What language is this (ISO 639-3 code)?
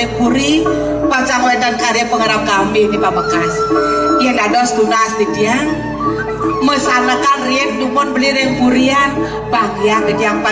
ban